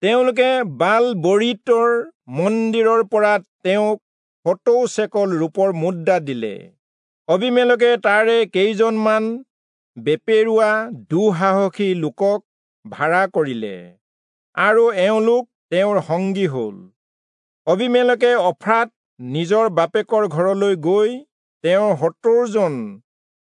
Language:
Assamese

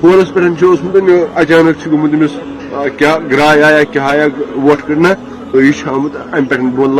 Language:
Kashmiri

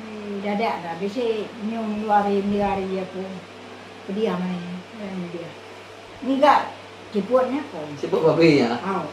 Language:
Iban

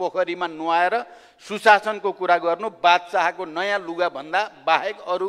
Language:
Nepali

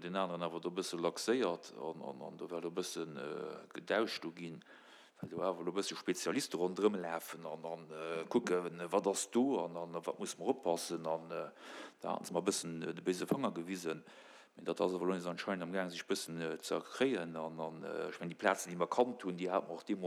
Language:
Luxembourgish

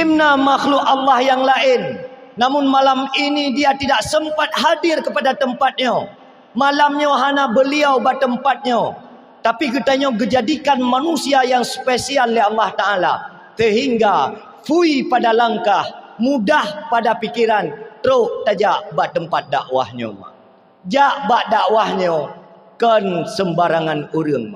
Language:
Achinese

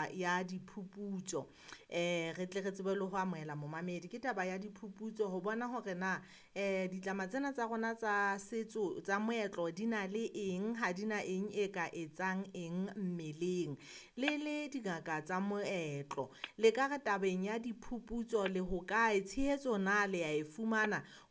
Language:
Southern Sotho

